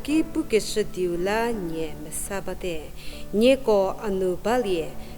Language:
Angami Naga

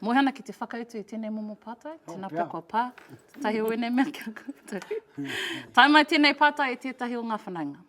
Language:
Māori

